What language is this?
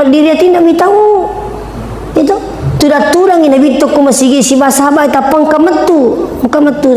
Buginese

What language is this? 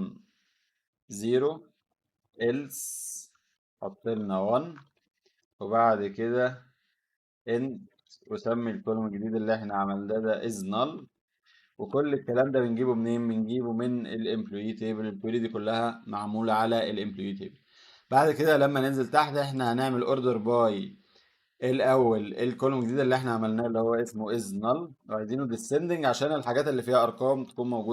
Egyptian Arabic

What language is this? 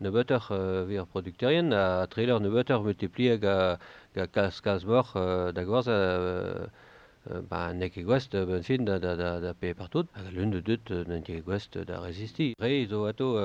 Breton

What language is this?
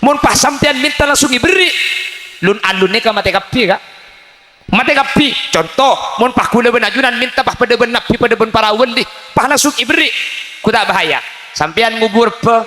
Madurese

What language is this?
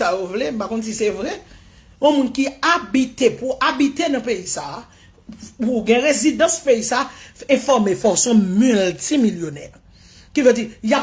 Haitian Creole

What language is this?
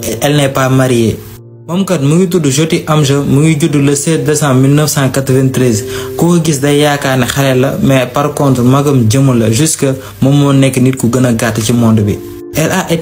Wolof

